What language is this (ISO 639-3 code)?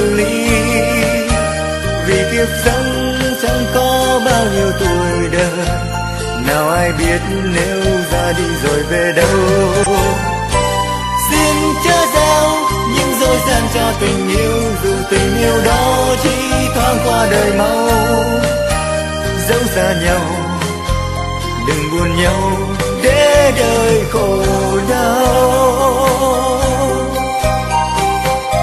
vie